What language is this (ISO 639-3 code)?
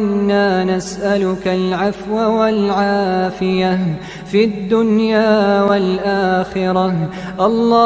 ara